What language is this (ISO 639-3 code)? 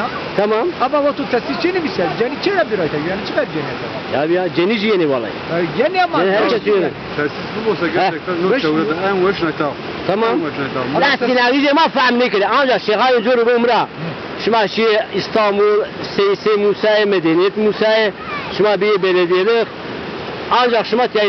zza